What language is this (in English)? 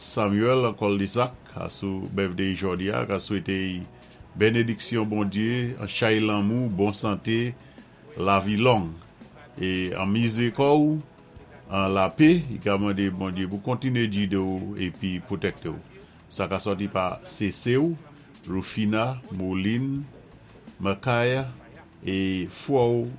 Saint Lucian Creole French